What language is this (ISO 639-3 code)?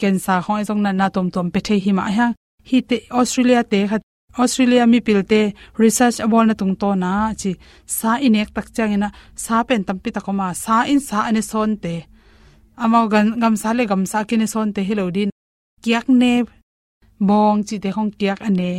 ctd